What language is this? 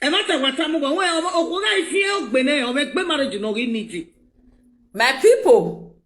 Nigerian Pidgin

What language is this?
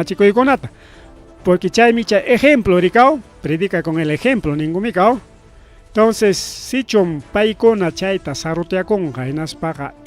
Ayacucho Quechua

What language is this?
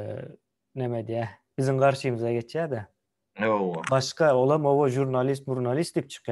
Turkmen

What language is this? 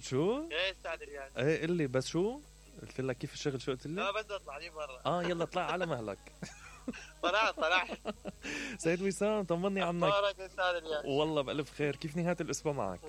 Mesopotamian Arabic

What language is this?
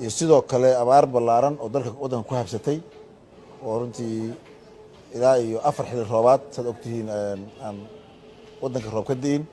Somali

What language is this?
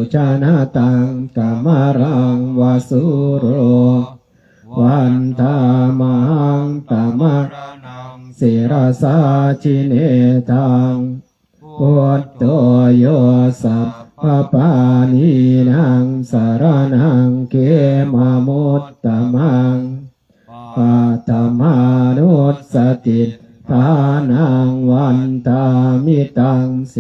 Pali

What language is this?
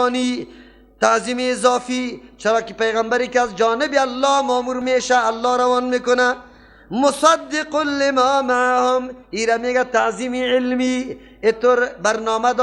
Persian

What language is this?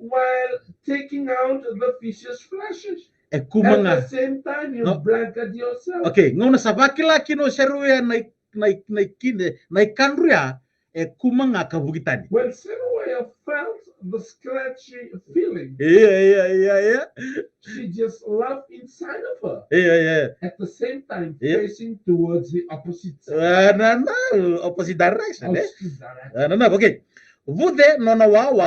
Fijian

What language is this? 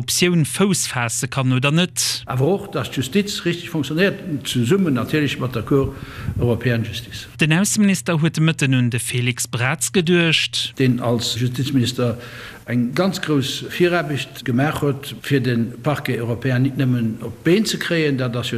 Luxembourgish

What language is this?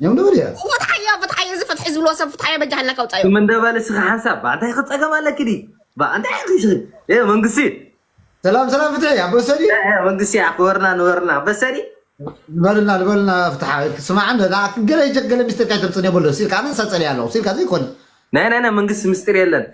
Tigrinya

